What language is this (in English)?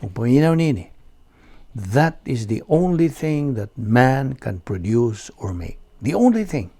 Cebuano